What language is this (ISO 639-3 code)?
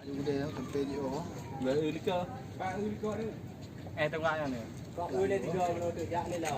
ace